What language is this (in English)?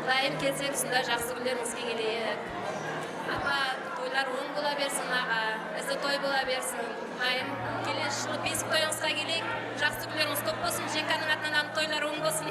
Kara-Kalpak